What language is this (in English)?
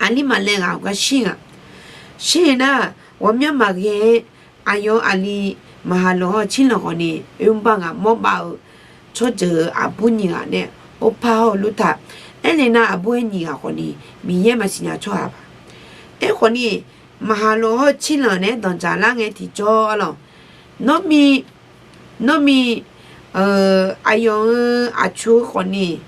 Akha